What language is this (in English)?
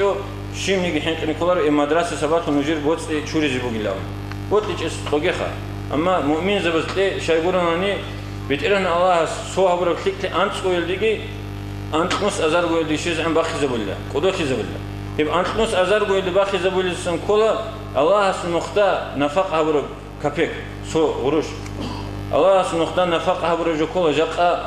Avaric